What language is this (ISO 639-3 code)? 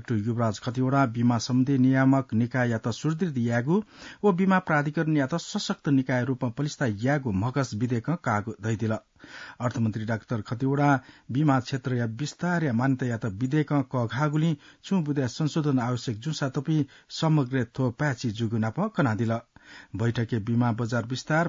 new